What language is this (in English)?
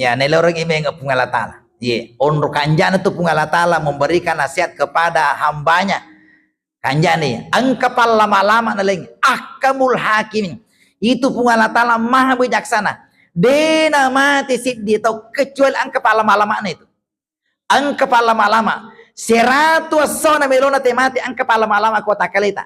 Buginese